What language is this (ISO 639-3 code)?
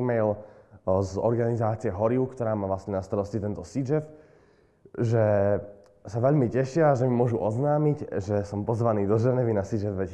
slk